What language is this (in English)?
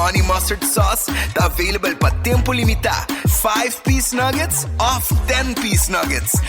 Papiamento